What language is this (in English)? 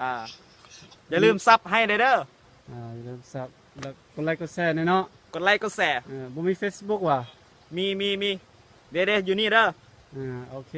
Lao